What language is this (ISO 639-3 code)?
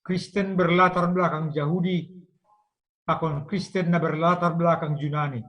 bts